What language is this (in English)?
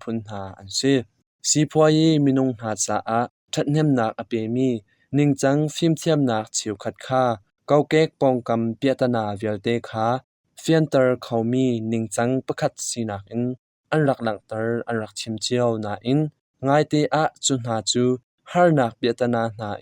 Hakha Chin